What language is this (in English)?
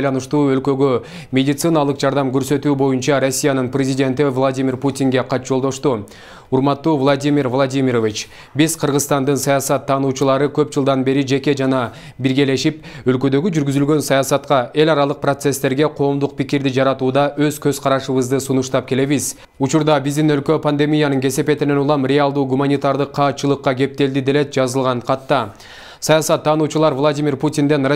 Kyrgyz